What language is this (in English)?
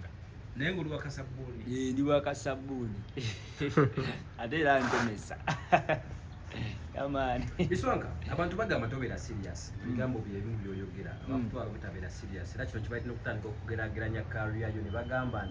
Ganda